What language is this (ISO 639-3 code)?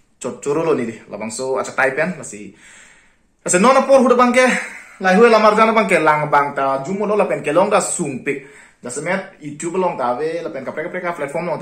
mjw